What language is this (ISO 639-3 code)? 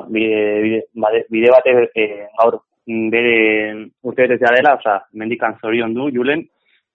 eus